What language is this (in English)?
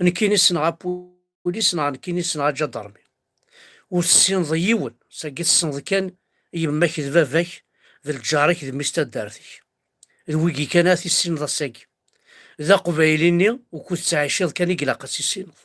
Kabyle